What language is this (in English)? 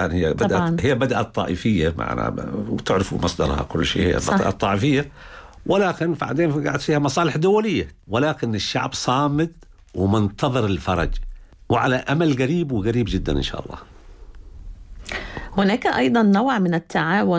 Arabic